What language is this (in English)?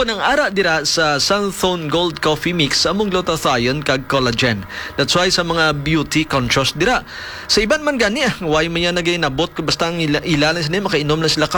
Hiligaynon